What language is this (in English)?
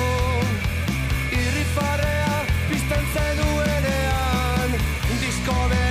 Basque